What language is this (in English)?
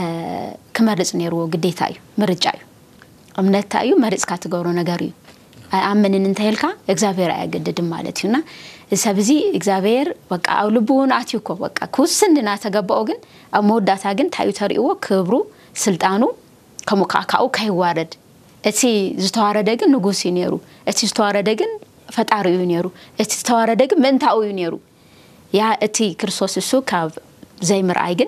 Tigrinya